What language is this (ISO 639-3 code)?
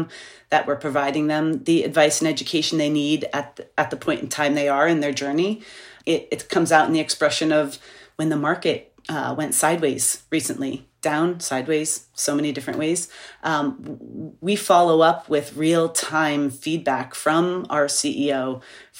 eng